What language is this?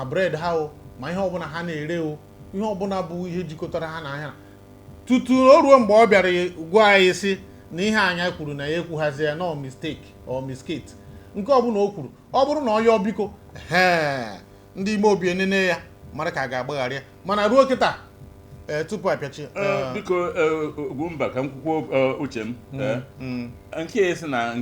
Igbo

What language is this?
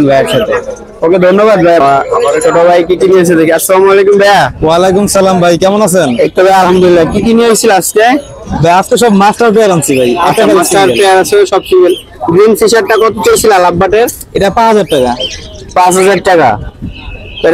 Bangla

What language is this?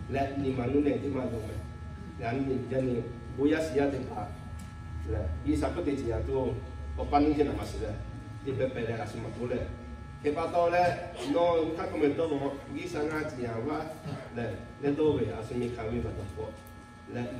Lahu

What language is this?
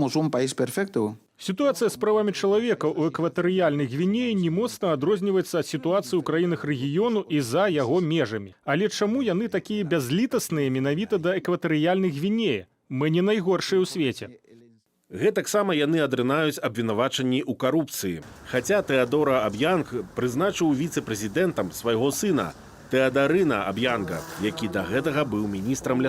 Belarusian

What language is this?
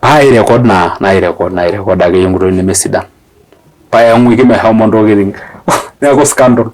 Masai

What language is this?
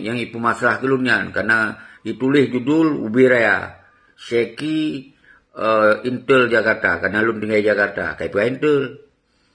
Achinese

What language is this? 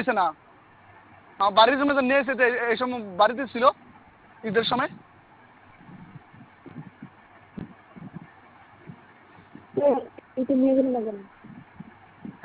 Bangla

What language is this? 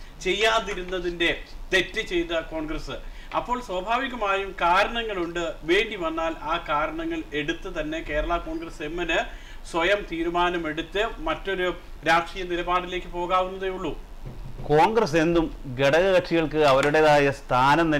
Malayalam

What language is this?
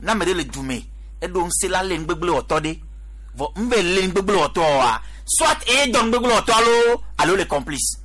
Gen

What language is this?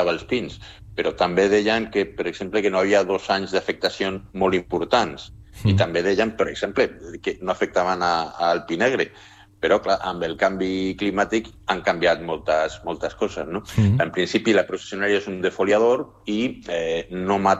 Catalan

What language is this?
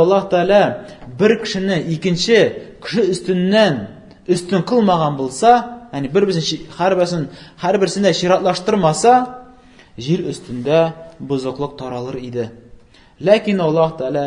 Tatar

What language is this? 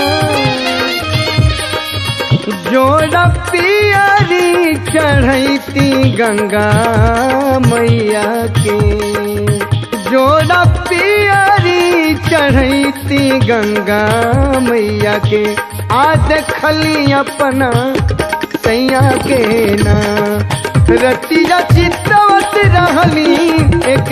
Bhojpuri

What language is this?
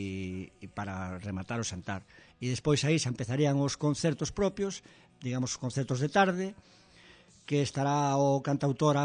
Galician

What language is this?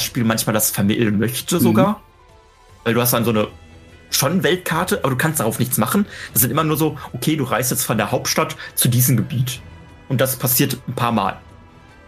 German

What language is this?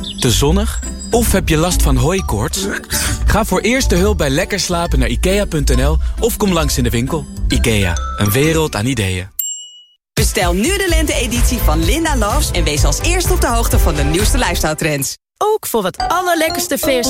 Dutch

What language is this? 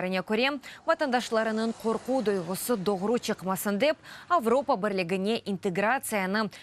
Crimean Tatar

